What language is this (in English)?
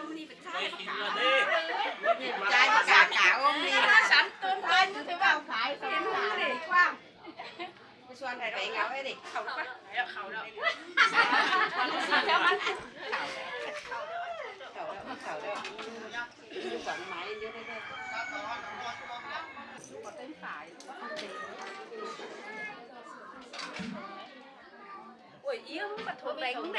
Vietnamese